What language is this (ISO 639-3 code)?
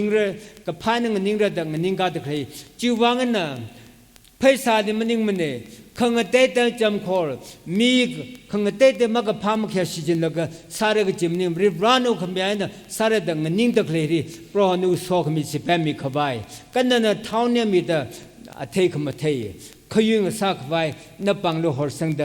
nmf